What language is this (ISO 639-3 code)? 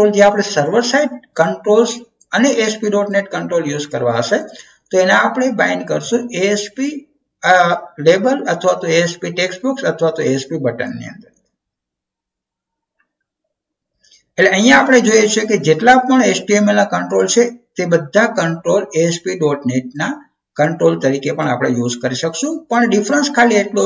guj